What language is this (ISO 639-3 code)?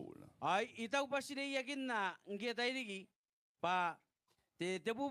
gil